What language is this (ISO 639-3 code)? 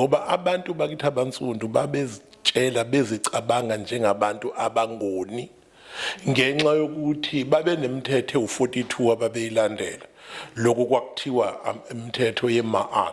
zul